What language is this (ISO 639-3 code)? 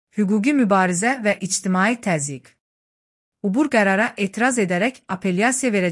aze